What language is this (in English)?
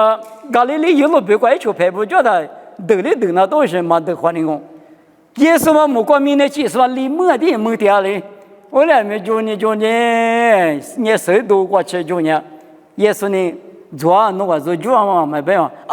Lisu